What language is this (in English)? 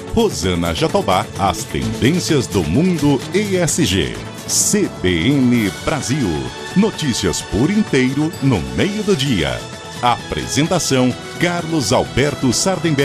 Portuguese